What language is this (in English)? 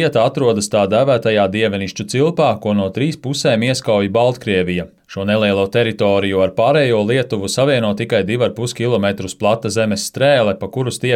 Latvian